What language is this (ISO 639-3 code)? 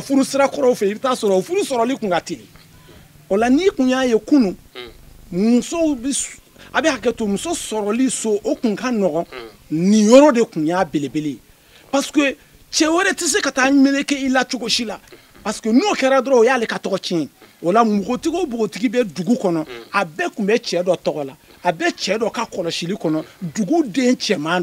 bam